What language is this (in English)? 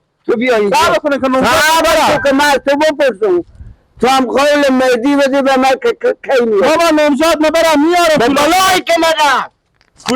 Persian